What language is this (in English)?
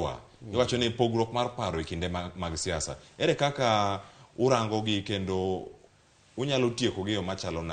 Luo (Kenya and Tanzania)